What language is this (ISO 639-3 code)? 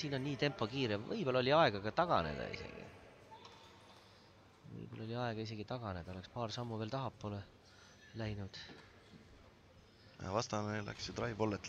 est